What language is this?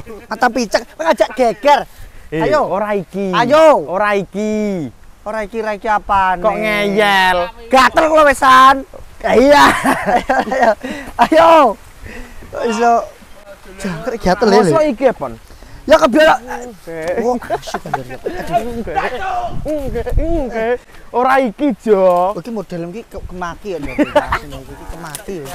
Javanese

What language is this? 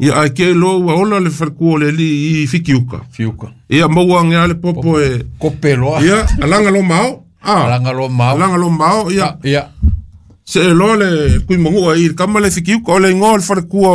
Samoan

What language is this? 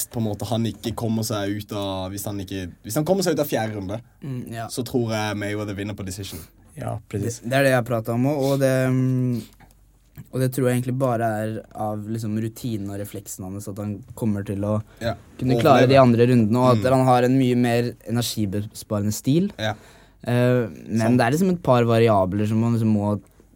Norwegian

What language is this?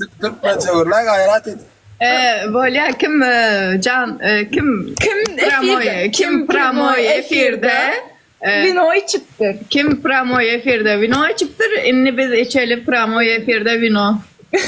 Turkmen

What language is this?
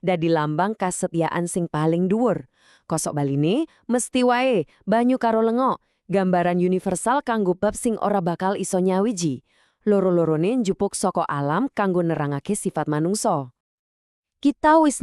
Javanese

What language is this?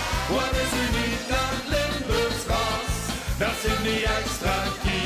Limburgish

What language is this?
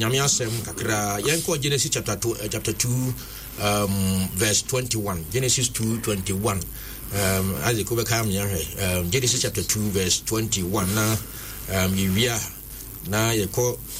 Akan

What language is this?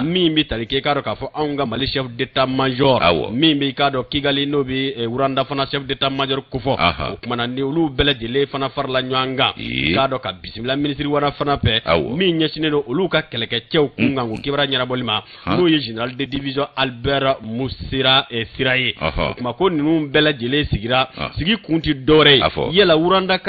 Bambara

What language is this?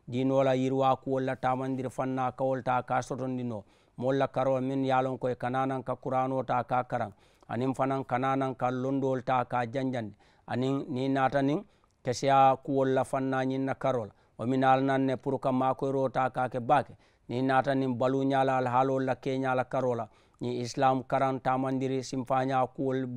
Mandingo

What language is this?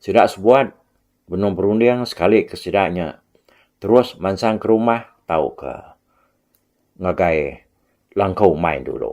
Iban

